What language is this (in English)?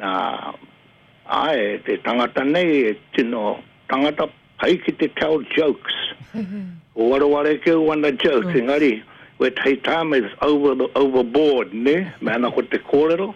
Māori